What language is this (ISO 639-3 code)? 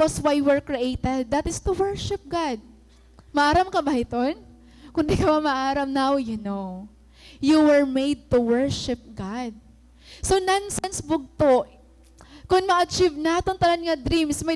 war